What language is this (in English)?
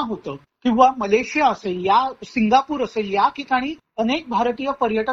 Marathi